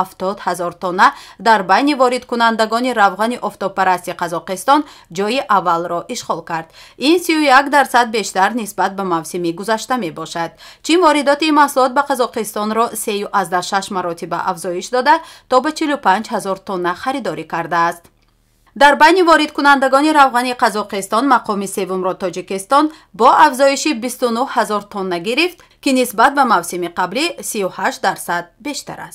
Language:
Tajik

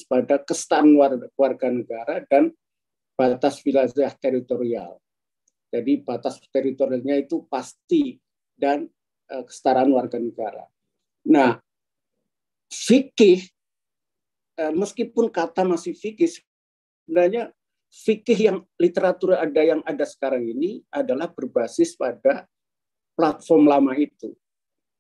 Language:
Indonesian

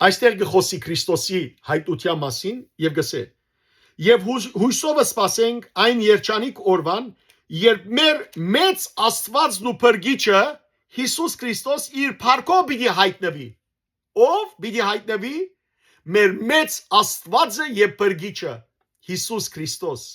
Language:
Western Armenian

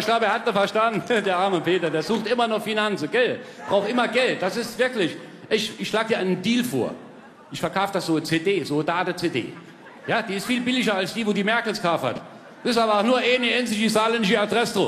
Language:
Palatine German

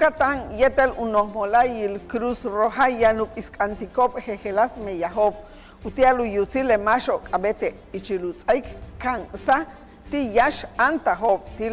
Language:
Yucateco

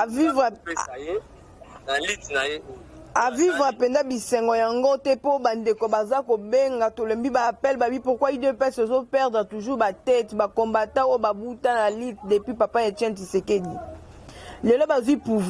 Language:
Lingala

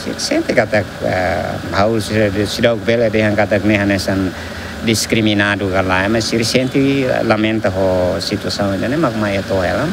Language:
Tetum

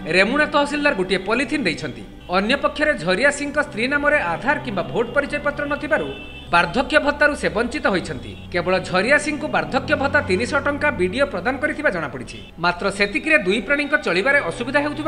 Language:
Odia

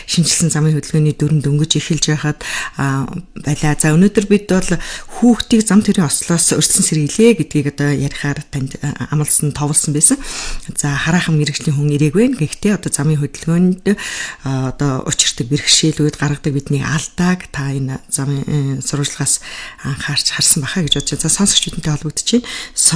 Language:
Mongolian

